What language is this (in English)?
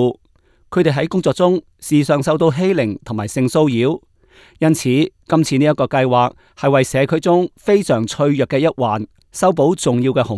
Cantonese